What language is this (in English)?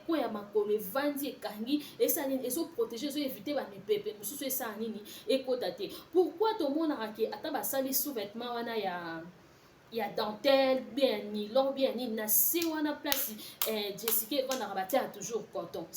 Lingala